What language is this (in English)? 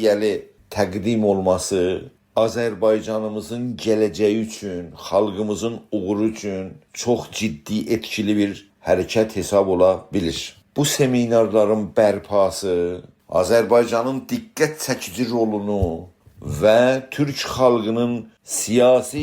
South Azerbaijani